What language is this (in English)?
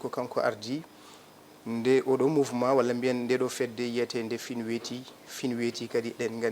Fula